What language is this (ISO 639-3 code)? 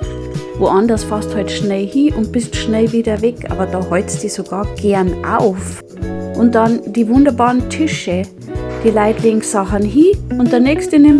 bar